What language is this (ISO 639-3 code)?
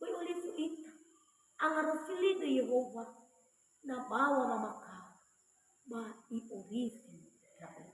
nia